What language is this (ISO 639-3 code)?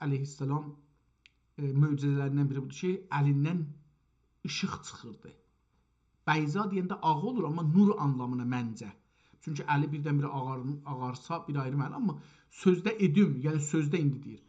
azb